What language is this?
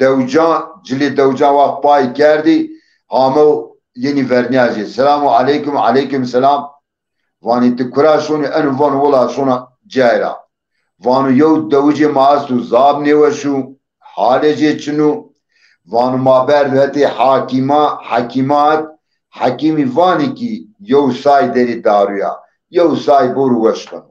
Zaza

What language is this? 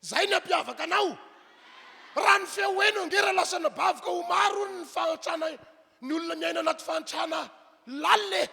Malagasy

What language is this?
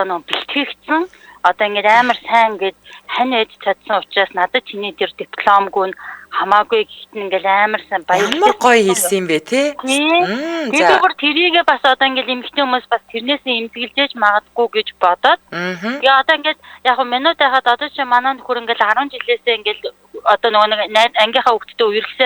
Mongolian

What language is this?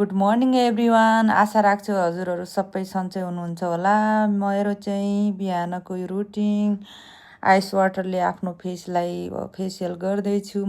Nepali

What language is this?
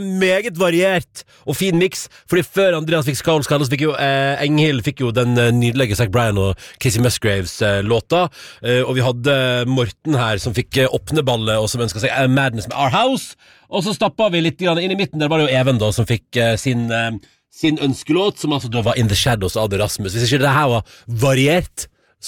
Norwegian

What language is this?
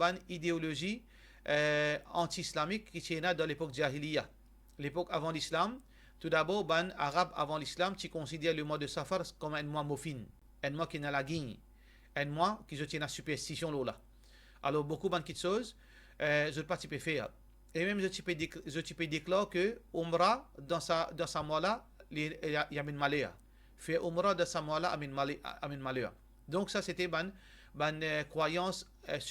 Morisyen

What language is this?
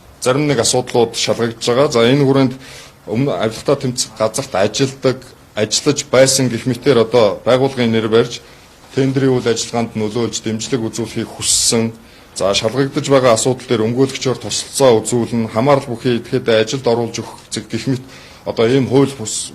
Mongolian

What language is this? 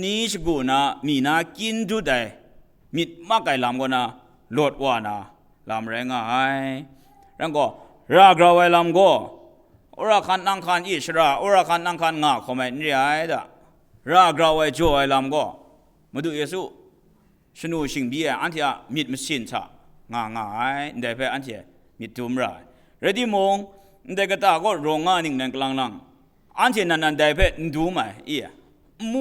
Kachin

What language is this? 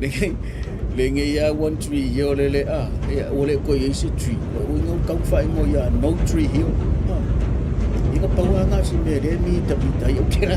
Samoan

